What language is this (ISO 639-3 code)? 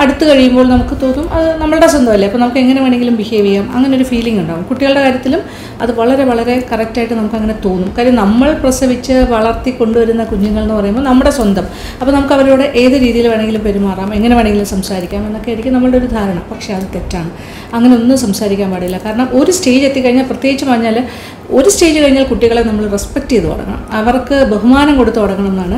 mal